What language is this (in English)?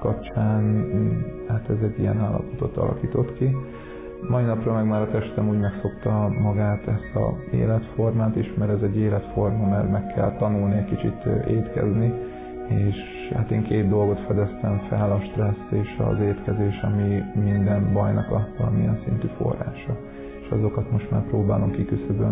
Hungarian